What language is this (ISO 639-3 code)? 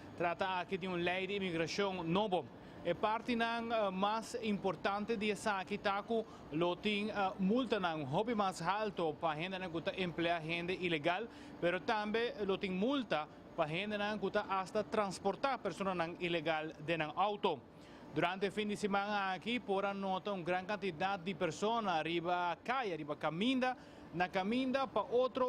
pap